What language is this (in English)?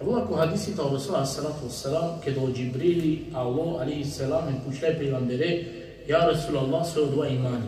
Balkan Romani